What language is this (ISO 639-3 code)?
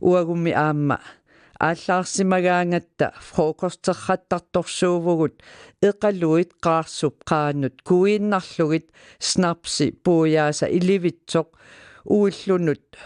kal